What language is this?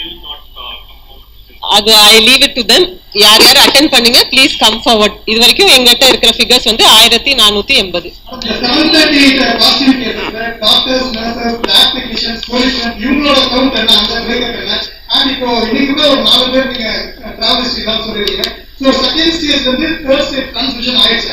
Tamil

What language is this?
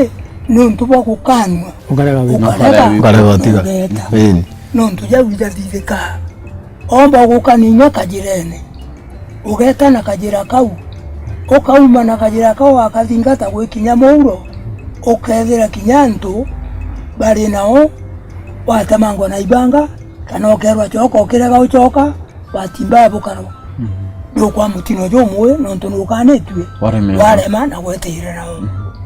Meru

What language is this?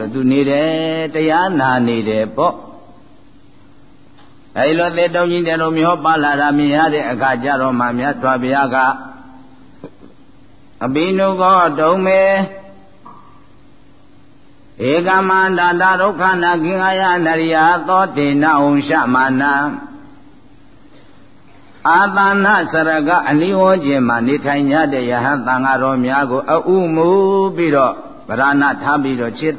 Burmese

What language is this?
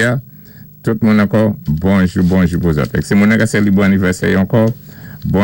Saint Lucian Creole French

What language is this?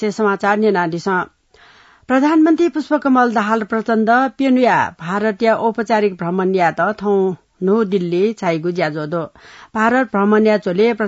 Newari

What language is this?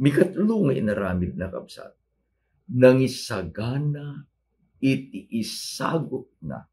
Iloko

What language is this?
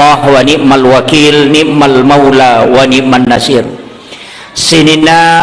Buginese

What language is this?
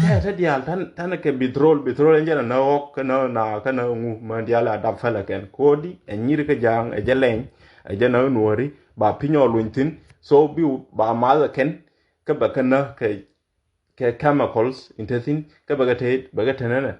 Nuer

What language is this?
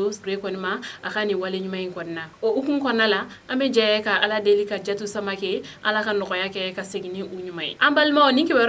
Bambara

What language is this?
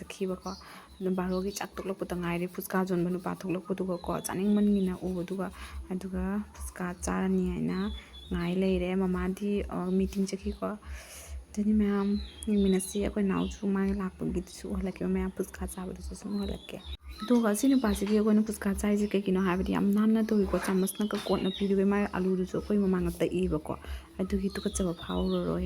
Manipuri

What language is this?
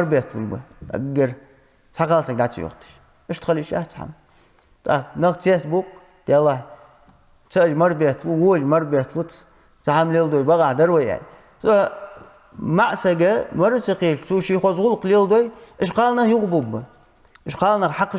Ingush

